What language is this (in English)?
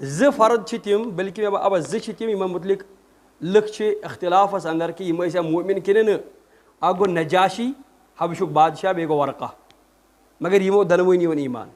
Kashmiri